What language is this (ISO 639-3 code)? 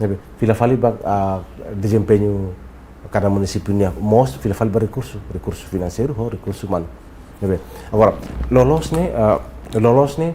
tet